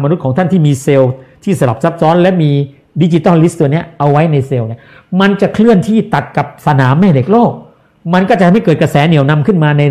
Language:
Thai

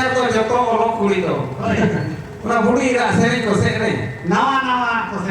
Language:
Santali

